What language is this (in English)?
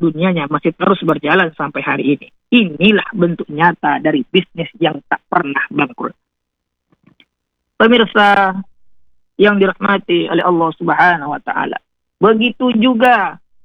Indonesian